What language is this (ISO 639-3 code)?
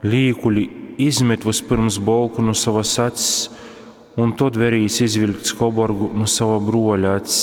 ltg